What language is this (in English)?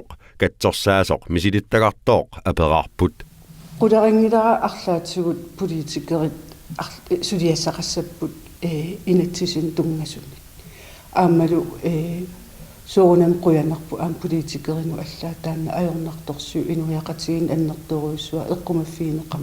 Kalaallisut